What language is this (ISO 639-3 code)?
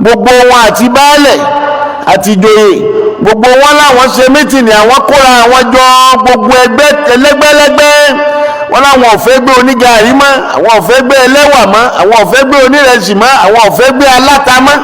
yor